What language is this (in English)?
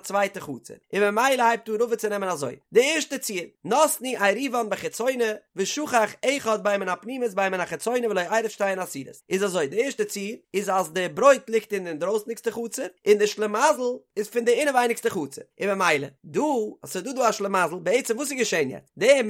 Yiddish